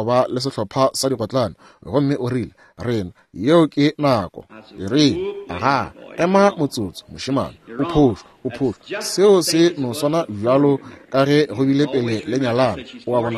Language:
Northern Sotho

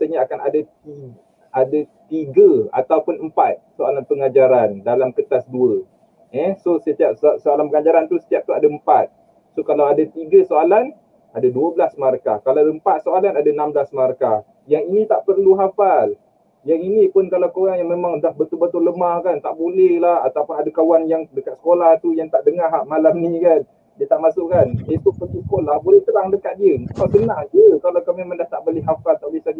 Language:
Malay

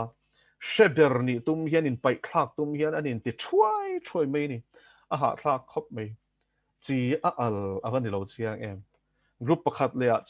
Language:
Mizo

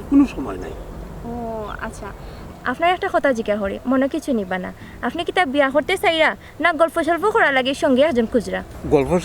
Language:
Sylheti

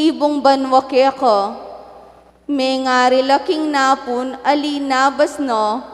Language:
Pampanga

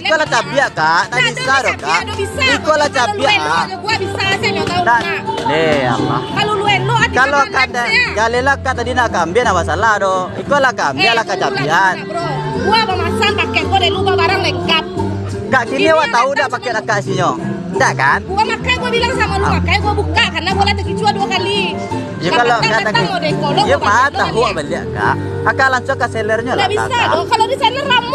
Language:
Minangkabau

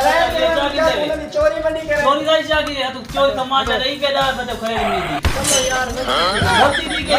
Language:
Saraiki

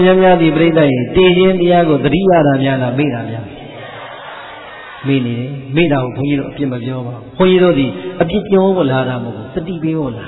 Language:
Burmese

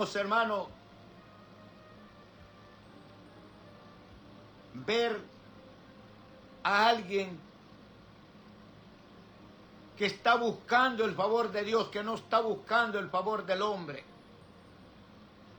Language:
Spanish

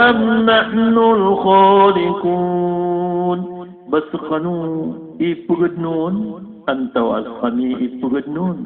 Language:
Maranao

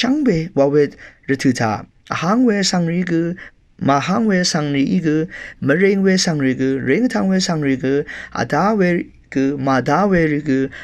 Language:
Rawang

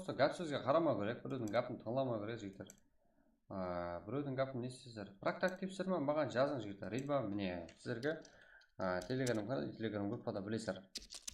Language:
Kara-Kalpak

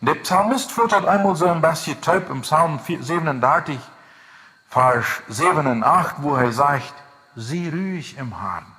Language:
Plautdietsch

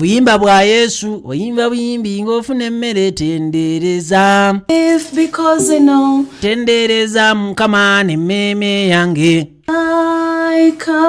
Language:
Ganda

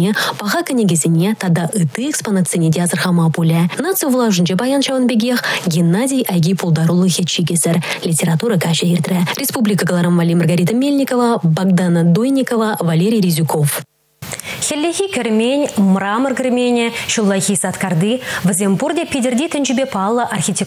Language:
Chuvash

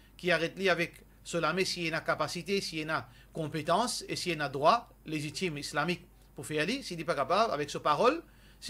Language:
Morisyen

